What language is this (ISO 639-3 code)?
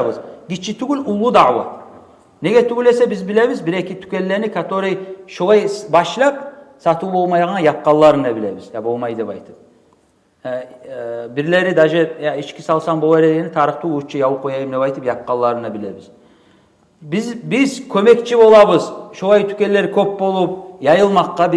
kum